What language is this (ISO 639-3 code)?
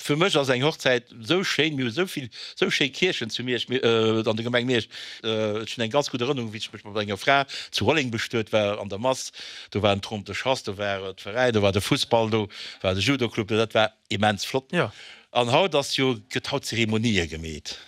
ltz